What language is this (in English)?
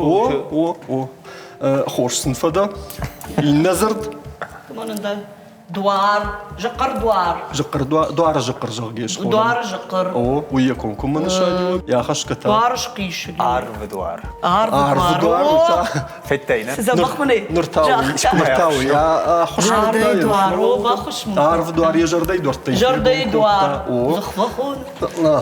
Ossetic